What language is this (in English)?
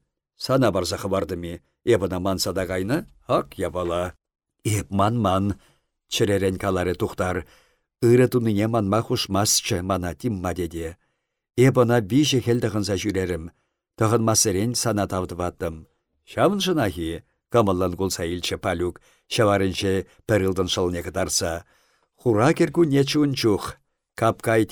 Chuvash